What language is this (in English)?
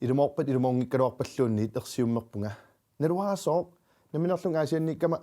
Kalaallisut